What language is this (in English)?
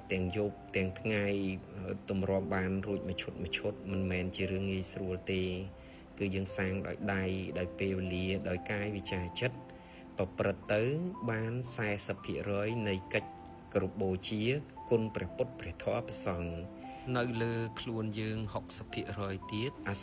Khmer